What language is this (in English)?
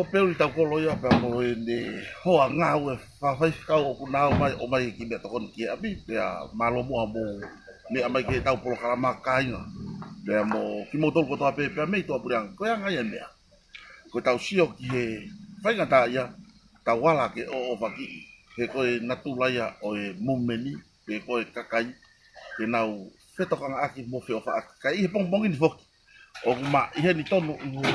Tongan